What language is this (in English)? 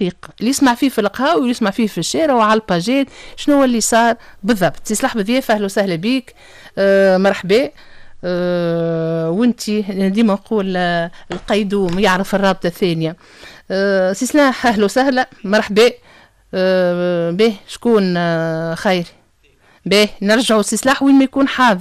Tunisian Arabic